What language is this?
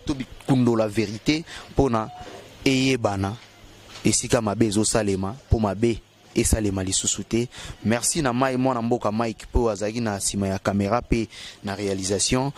Lingala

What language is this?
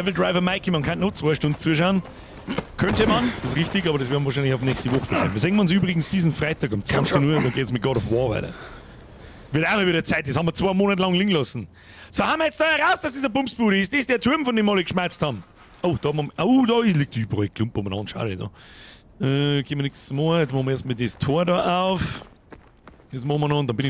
Bavarian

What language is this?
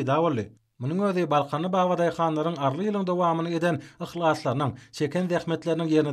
Turkmen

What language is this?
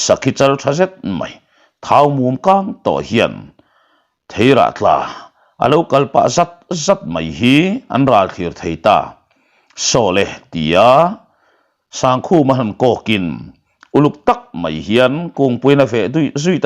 Mizo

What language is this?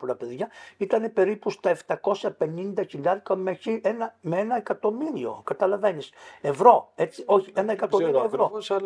Greek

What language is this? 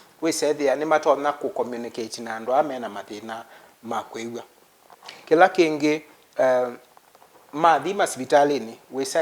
Kamba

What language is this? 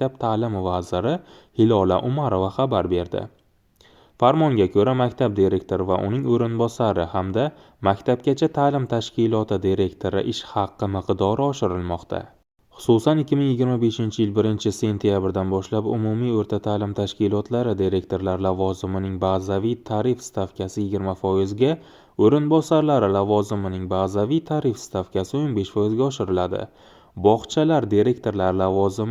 Uzbek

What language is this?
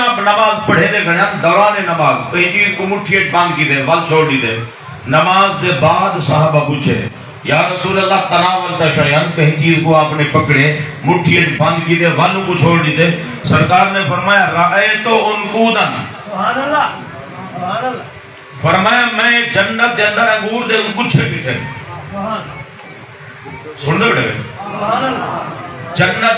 Saraiki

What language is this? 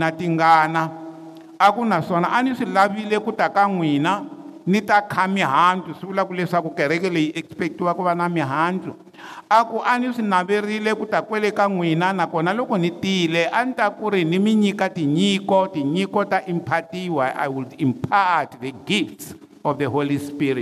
Tsonga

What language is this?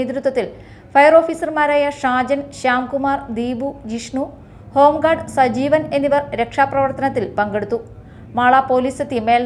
Malayalam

